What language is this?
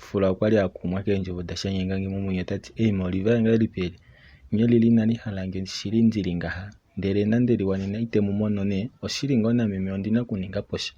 Kuanyama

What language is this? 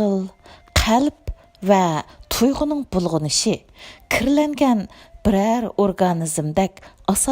Uyghur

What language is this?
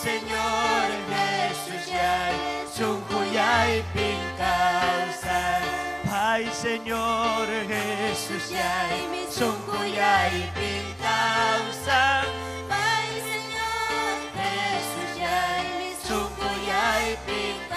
Ayacucho Quechua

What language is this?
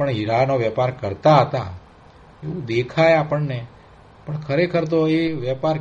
Gujarati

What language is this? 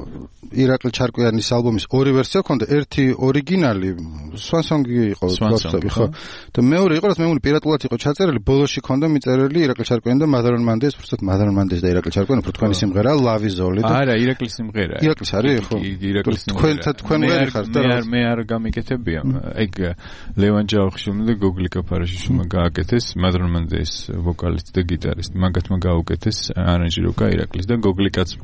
Georgian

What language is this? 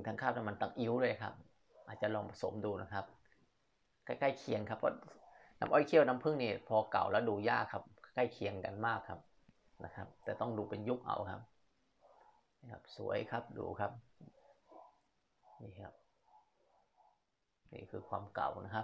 Thai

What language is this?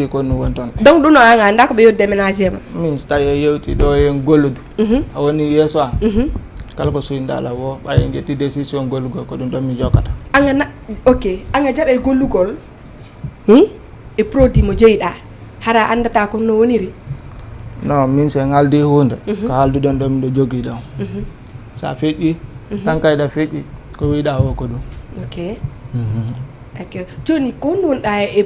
Fula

